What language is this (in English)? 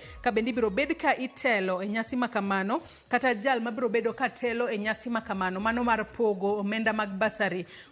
Luo (Kenya and Tanzania)